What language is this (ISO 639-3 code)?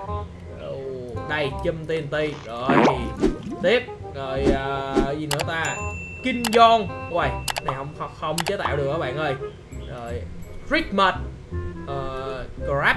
vie